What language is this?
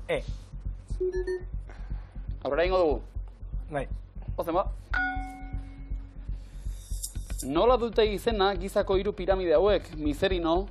Basque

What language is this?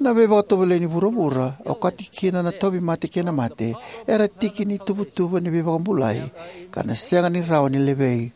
Fijian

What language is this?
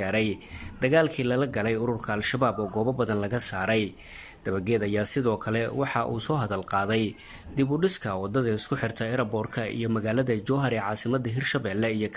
Somali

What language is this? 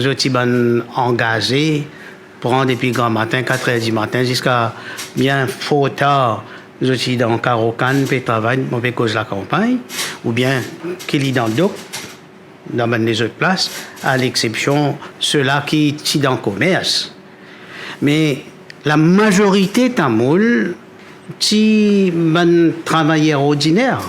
Morisyen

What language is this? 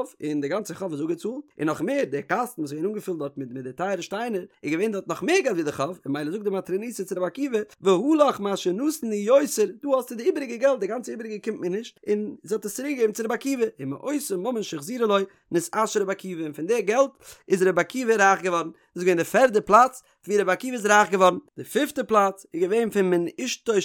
Yiddish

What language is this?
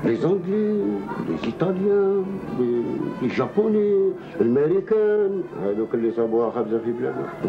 Algerian Arabic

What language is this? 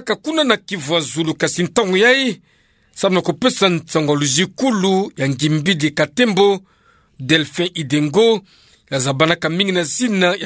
Kituba (Democratic Republic of Congo)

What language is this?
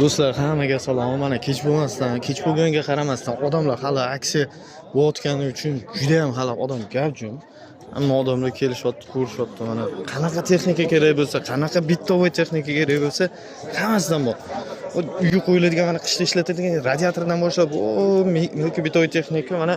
Uzbek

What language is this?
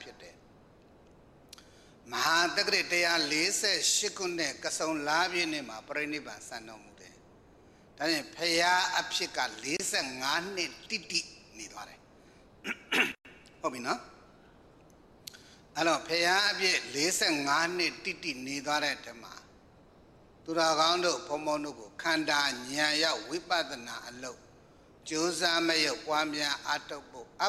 Burmese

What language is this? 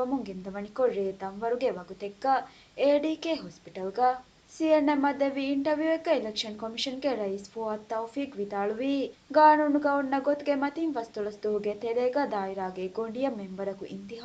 Divehi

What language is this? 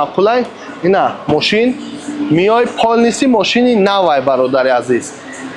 Tajik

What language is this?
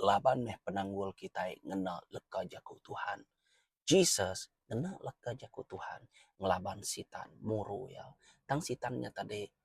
Iban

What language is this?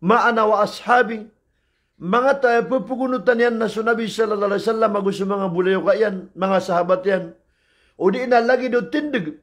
Maranao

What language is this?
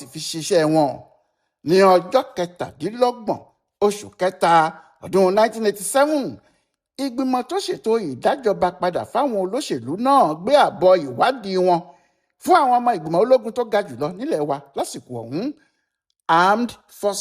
Yoruba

